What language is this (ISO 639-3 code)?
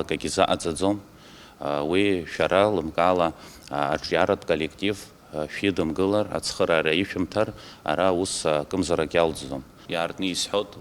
abk